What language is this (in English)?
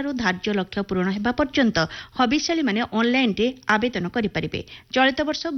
Odia